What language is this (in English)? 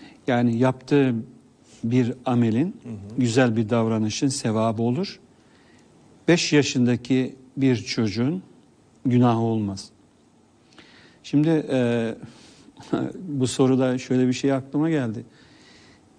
Turkish